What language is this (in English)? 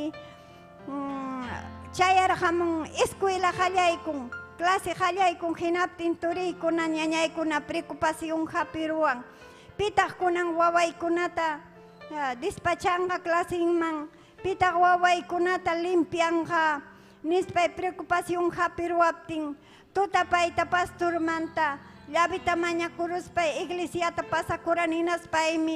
Ayacucho Quechua